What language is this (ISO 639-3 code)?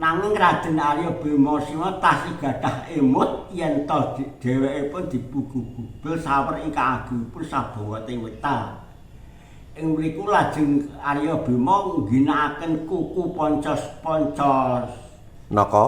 jav